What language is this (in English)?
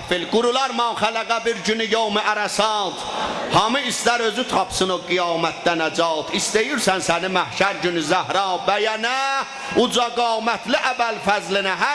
South Azerbaijani